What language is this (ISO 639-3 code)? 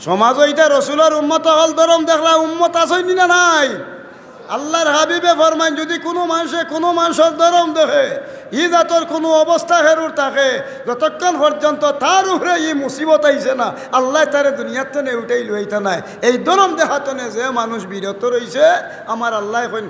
syl